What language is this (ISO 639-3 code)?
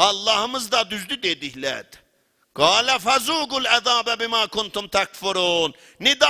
azb